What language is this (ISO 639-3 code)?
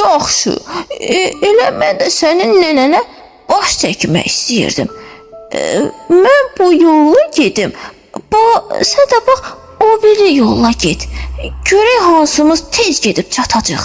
aze